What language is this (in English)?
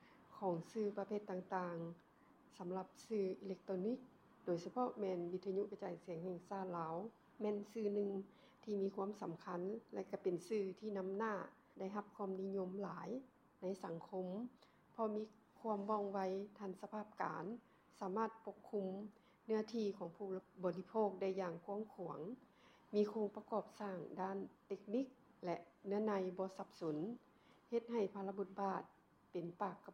Lao